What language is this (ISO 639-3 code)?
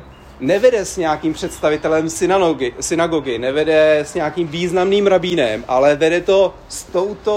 ces